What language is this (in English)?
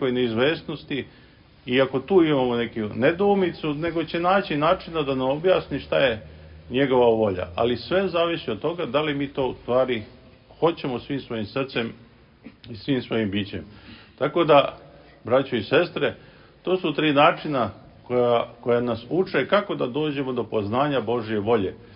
Serbian